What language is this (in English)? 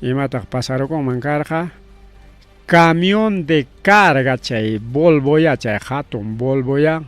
Ayacucho Quechua